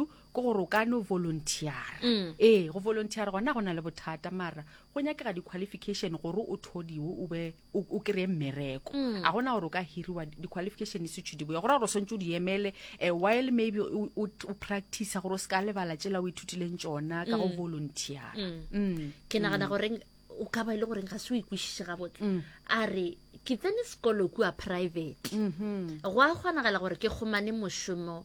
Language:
Northern Sotho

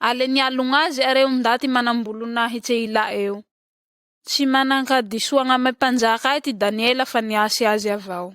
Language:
Malagasy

